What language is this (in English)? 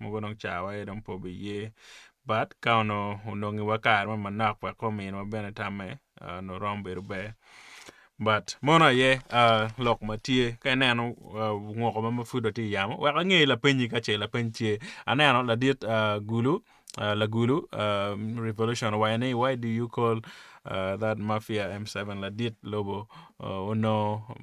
Acoli